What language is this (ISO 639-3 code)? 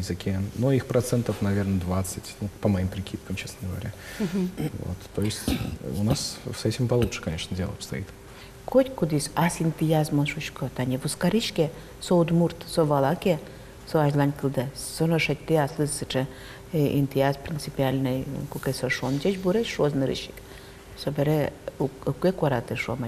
udm